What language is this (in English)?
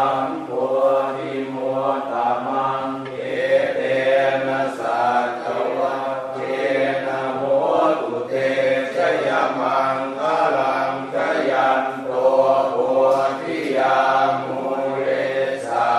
Pali